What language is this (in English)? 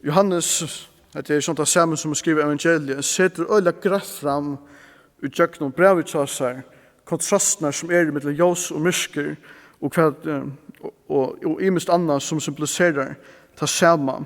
Faroese